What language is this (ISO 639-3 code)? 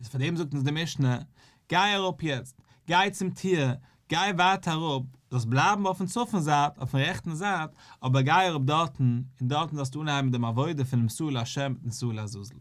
yid